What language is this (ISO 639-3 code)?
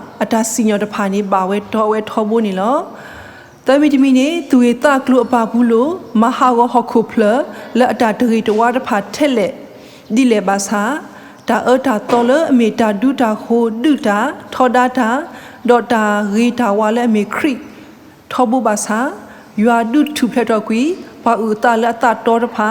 ksw